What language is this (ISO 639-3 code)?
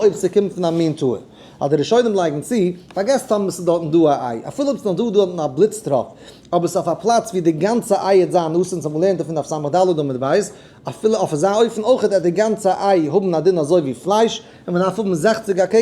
yid